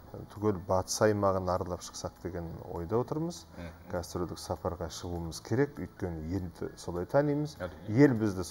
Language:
Kazakh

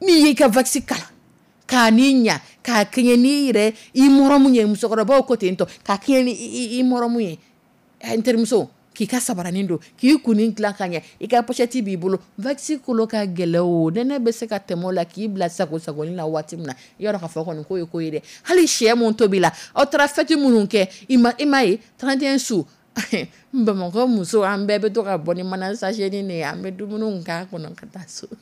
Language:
Dyula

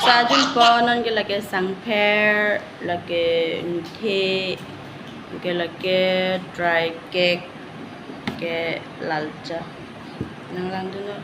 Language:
Karbi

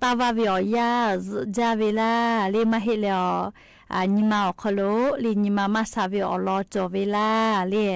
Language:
Lahu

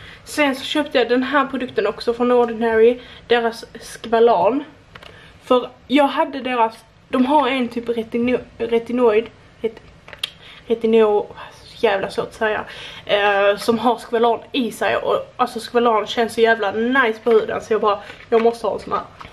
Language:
Swedish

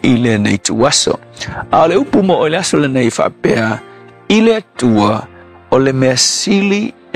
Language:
Samoan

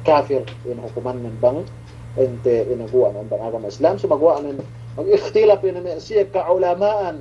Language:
Yakan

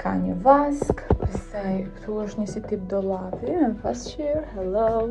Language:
Albanian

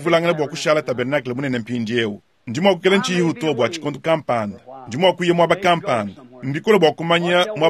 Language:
Luba-Lulua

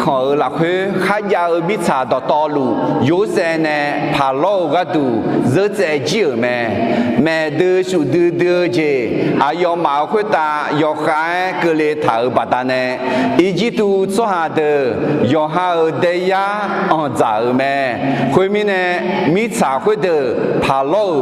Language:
Akha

